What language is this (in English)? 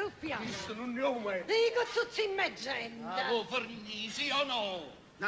Neapolitan